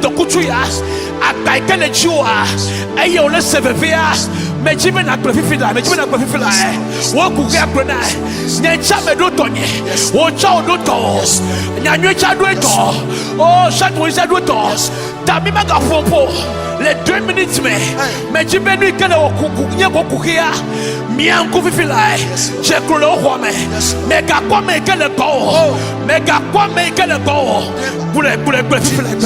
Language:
Ewe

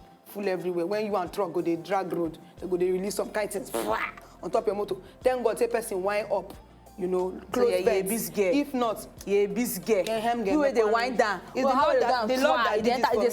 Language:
Nigerian Pidgin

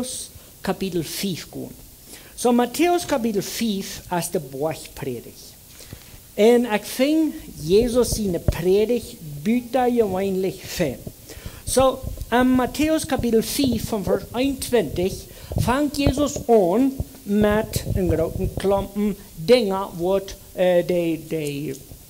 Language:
Plautdietsch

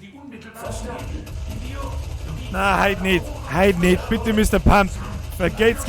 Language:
Bavarian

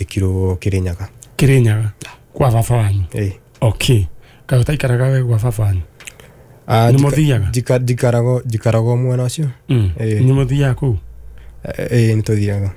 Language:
Kikuyu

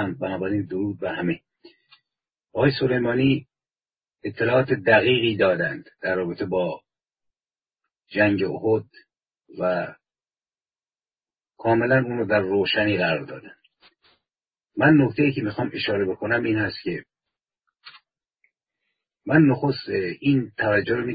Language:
Persian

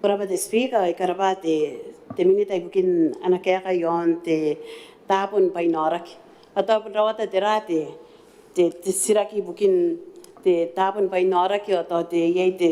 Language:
Gilbertese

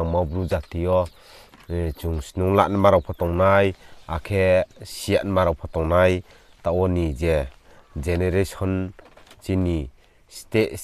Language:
Riang (India)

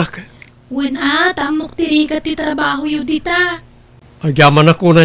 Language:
Iloko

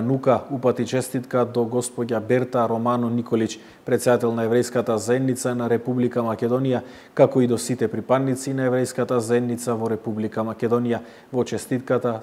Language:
Macedonian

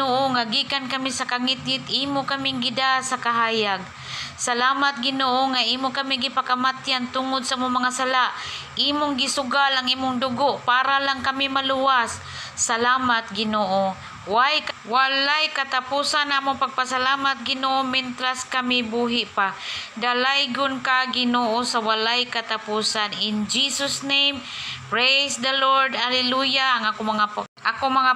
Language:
Cebuano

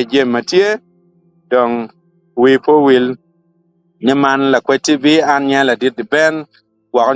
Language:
Acoli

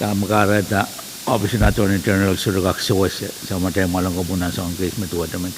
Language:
Pohnpeian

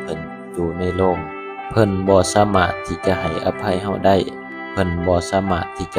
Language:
Lao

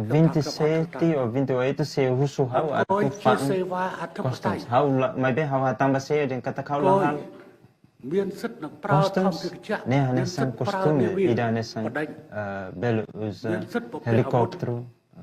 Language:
Tetum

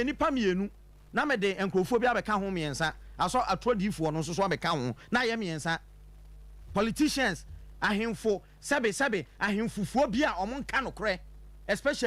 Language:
Akan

